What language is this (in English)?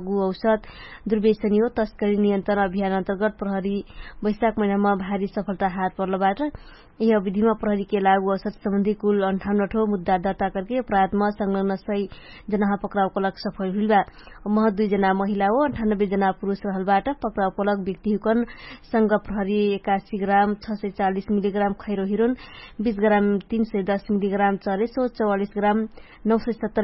Dangaura Tharu